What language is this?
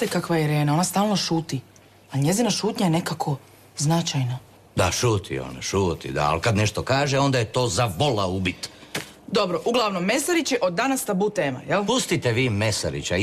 Croatian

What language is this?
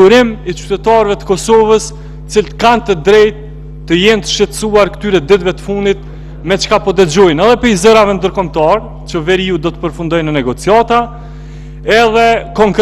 Albanian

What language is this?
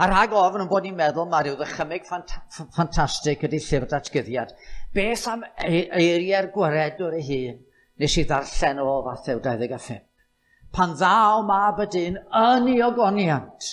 Welsh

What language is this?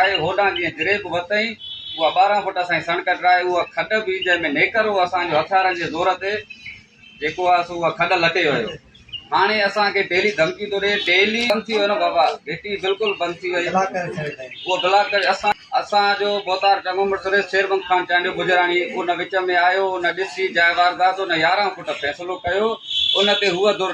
Sindhi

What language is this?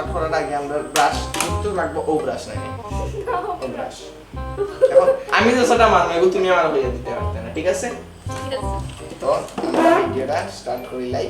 Sylheti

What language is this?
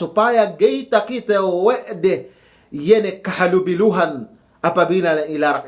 Yakan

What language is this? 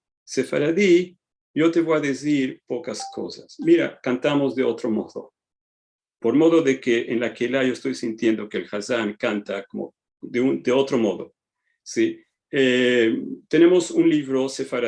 Ladino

